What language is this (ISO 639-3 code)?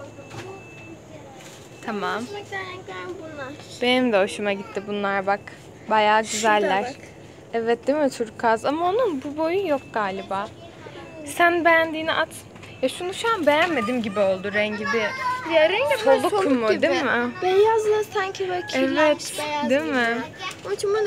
tur